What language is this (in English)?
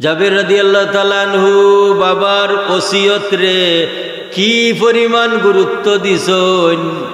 Sylheti